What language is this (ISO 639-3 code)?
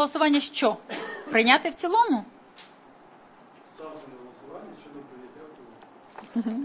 ukr